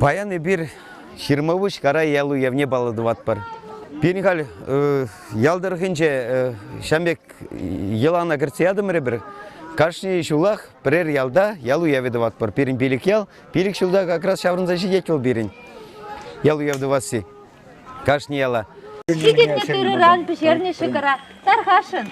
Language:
Chuvash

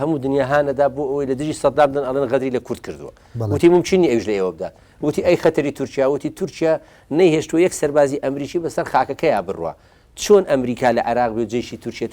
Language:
Central Kurdish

